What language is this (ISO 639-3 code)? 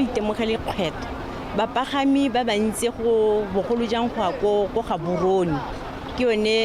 tsn